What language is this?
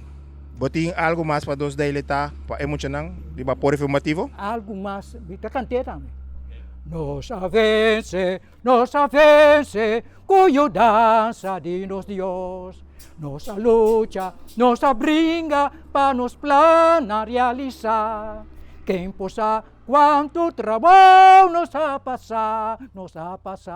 Papiamento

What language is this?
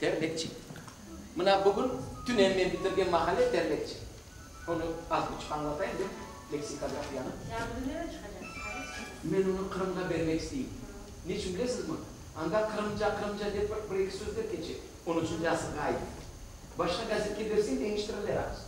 Crimean Tatar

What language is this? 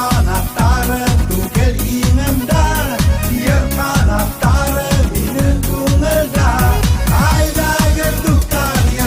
Bashkir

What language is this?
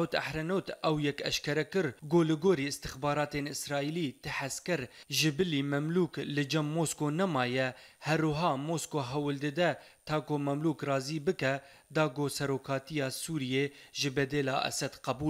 Kurdish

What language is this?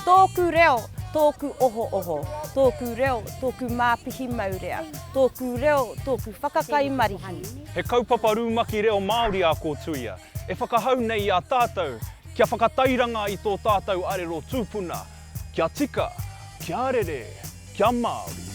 Māori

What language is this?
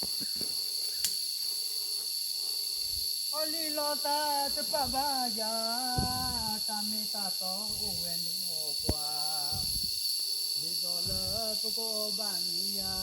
S'gaw Karen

